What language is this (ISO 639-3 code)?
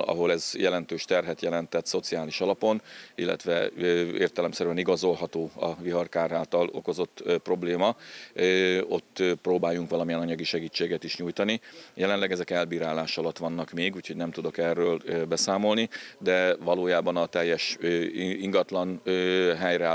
hun